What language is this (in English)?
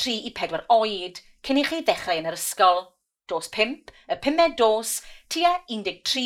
Welsh